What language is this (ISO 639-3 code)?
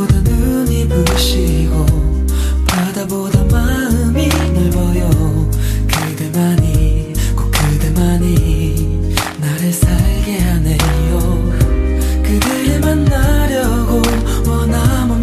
kor